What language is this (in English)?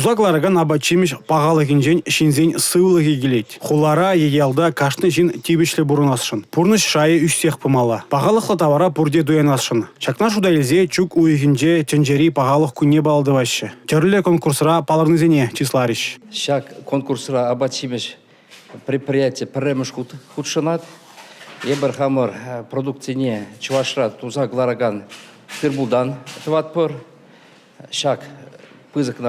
Chuvash